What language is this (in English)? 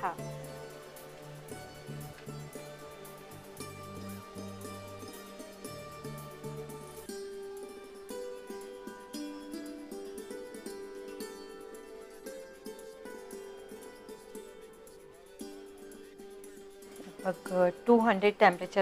Gujarati